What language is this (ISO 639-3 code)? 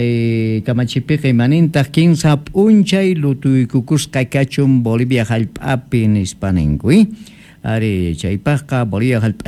quh